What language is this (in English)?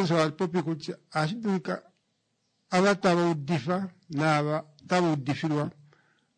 Kuanyama